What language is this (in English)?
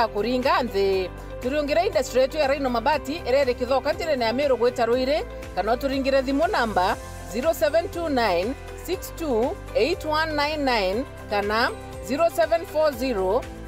Meru